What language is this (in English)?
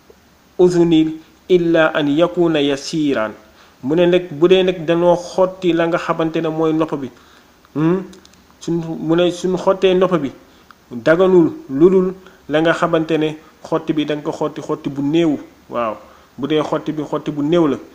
Wolof